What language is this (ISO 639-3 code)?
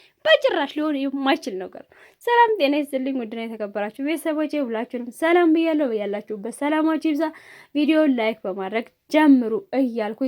amh